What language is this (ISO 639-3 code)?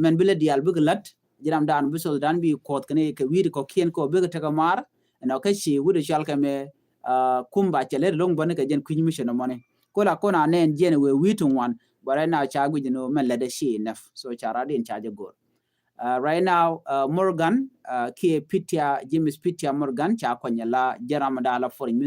nus